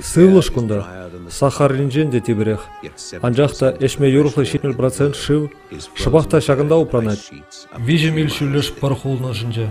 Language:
Chuvash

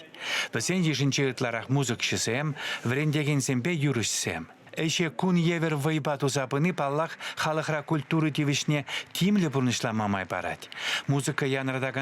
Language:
Chuvash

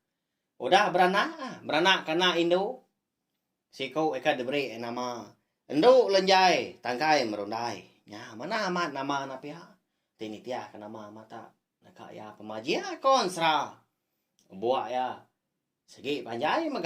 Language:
Iban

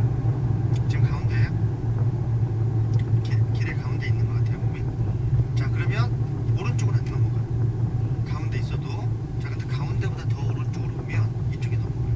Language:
Korean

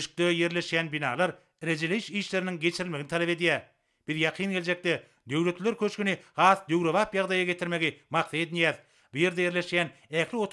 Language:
Turkmen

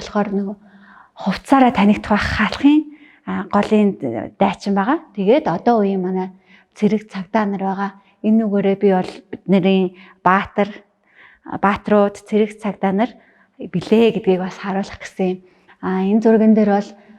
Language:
Mongolian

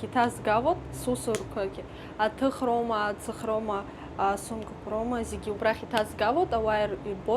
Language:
Abkhazian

